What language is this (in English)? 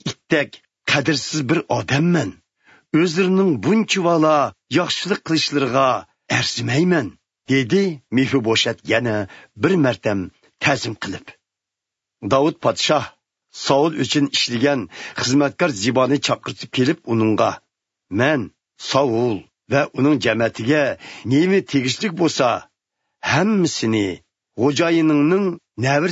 Uyghur